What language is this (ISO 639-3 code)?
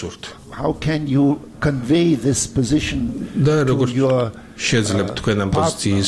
kat